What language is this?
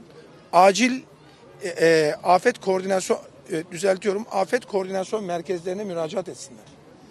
Turkish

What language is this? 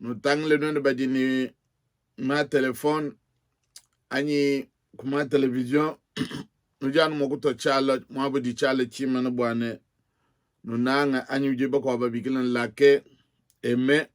Luba-Lulua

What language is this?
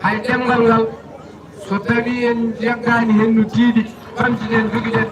Fula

